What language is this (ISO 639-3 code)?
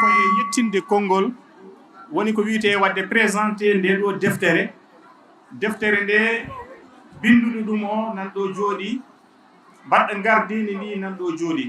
ful